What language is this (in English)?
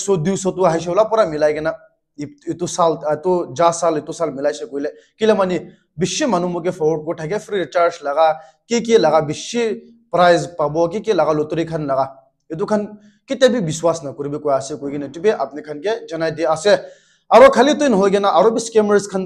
Naga Pidgin